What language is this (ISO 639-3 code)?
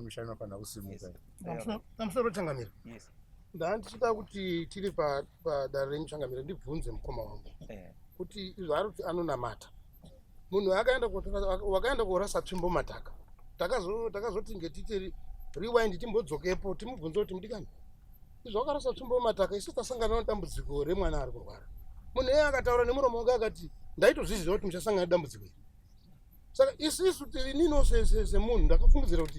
sna